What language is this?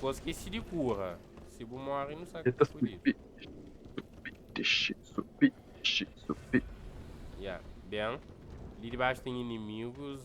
Kabuverdianu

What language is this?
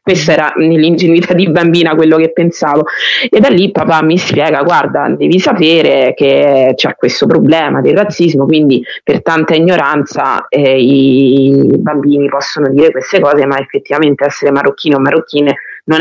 Italian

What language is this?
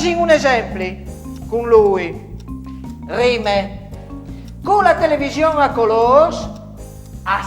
Friulian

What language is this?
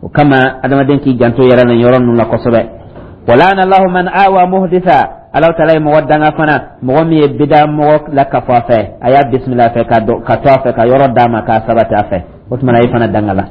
Dyula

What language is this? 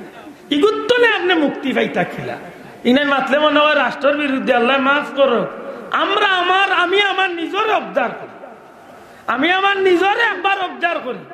Sylheti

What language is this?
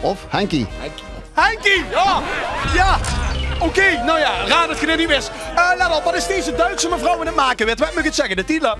Limburgish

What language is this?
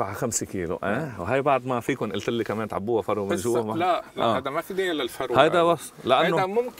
North Levantine Arabic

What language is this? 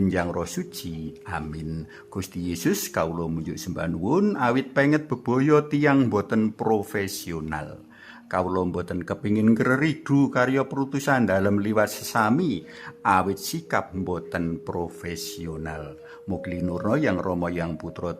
Javanese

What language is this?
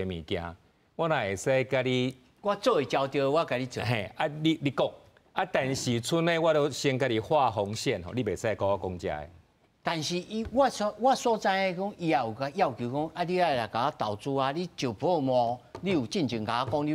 Min Nan Chinese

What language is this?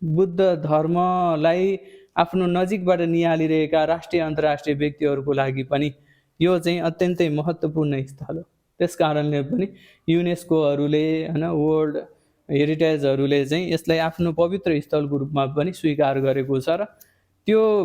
Nepali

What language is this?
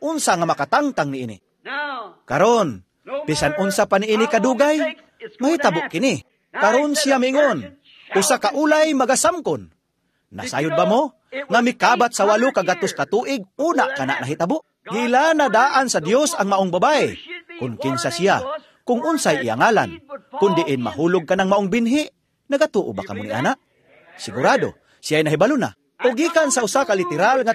Cebuano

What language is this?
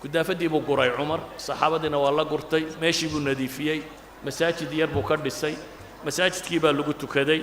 Somali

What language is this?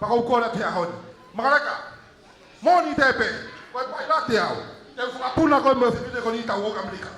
Tongan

